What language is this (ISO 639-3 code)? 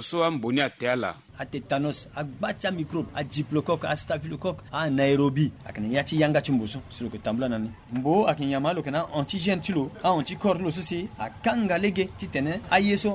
sag